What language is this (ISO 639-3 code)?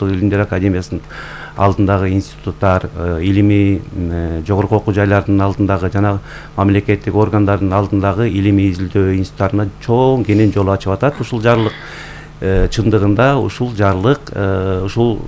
kir